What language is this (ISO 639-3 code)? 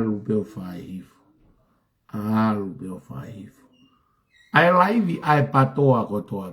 ton